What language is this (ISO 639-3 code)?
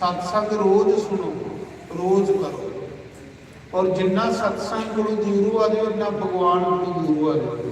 doi